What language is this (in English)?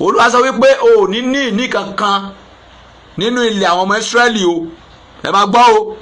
Yoruba